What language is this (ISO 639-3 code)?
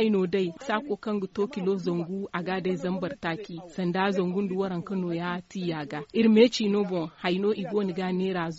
dje